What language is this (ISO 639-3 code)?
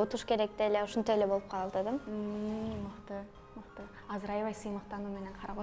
kir